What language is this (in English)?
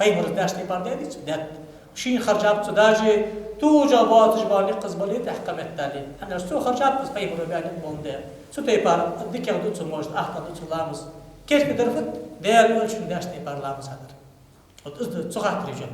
Ingush